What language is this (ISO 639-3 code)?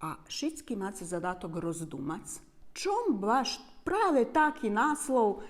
rue